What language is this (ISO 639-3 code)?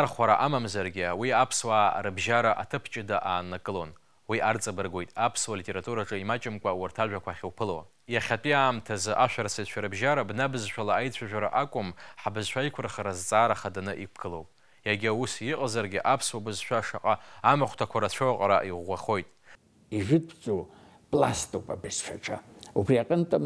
abk